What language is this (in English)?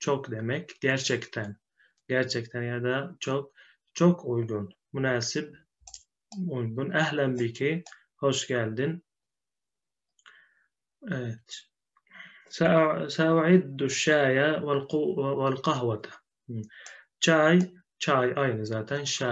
Turkish